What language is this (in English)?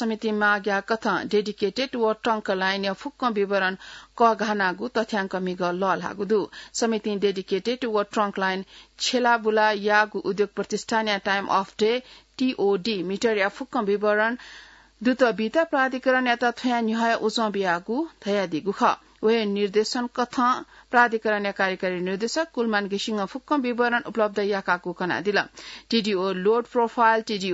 Newari